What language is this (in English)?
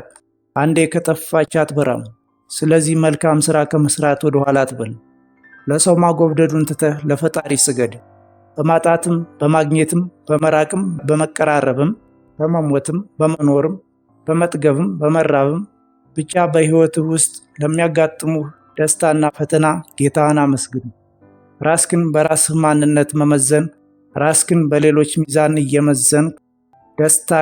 Amharic